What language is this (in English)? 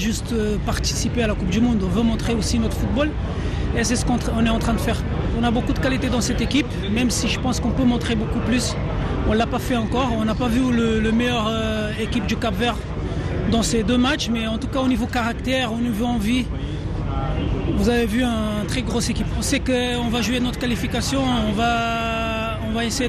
French